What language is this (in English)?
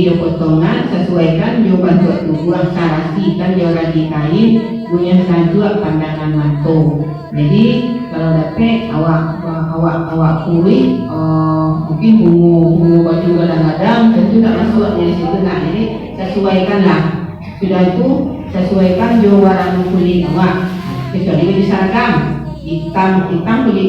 Minangkabau